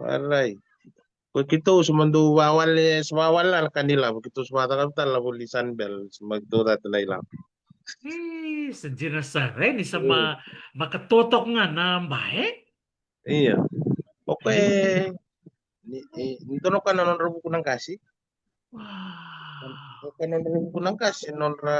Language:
Fijian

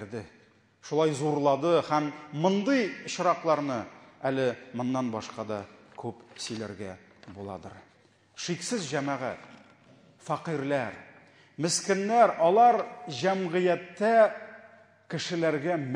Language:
Tatar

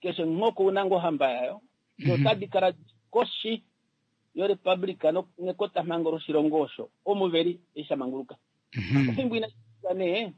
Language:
Kuanyama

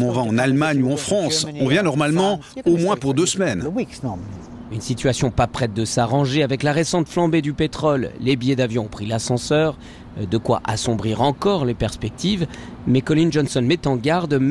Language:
French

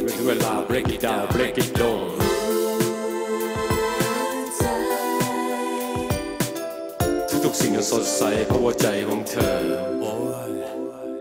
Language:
Thai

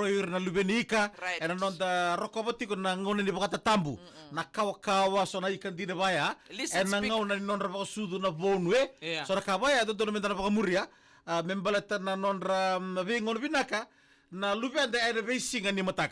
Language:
Fijian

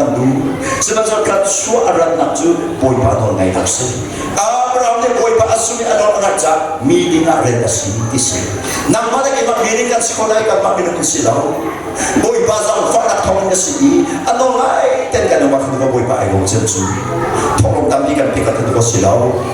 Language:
Hakha Chin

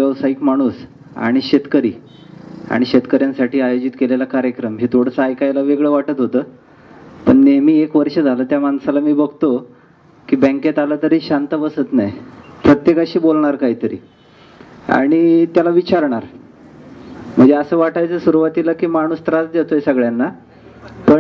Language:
Marathi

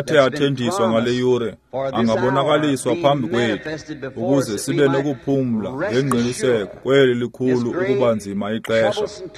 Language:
Xhosa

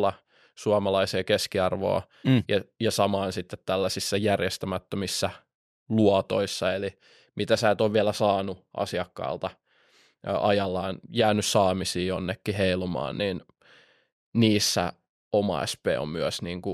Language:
Finnish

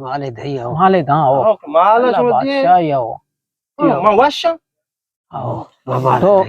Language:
Eastern Balochi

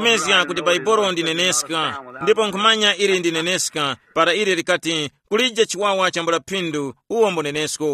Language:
Tumbuka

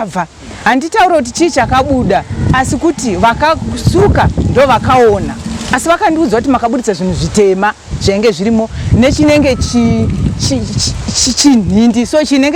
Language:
Shona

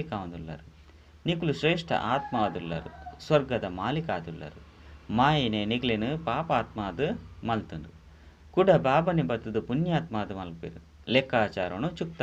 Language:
Tulu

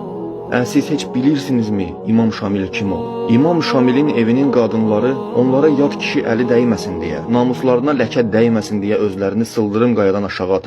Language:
Azerbaijani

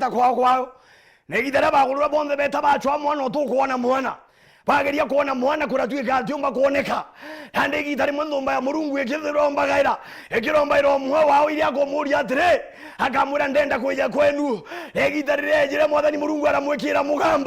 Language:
Meru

